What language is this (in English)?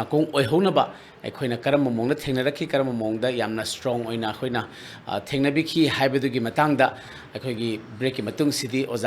Manipuri